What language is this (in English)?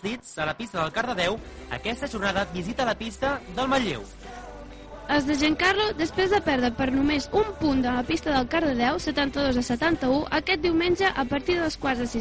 Catalan